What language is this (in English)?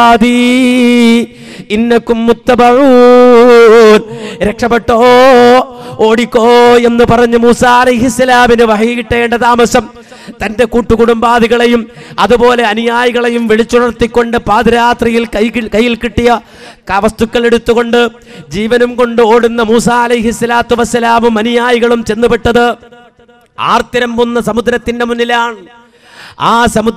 Malayalam